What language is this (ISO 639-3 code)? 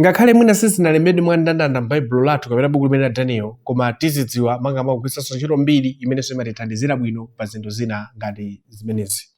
nya